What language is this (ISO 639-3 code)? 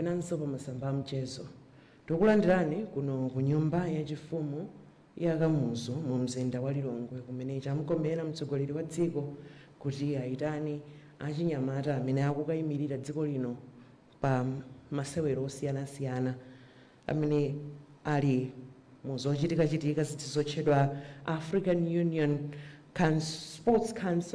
nya